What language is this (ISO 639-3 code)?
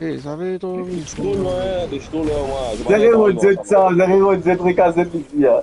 mfe